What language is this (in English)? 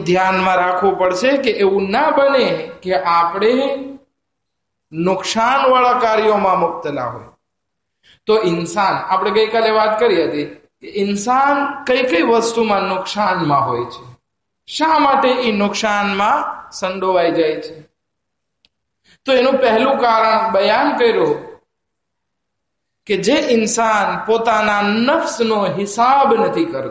Gujarati